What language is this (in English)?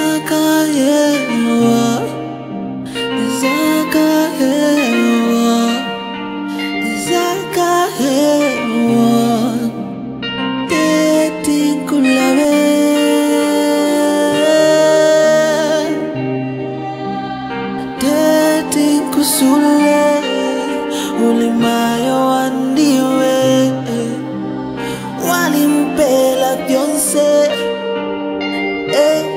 Bemba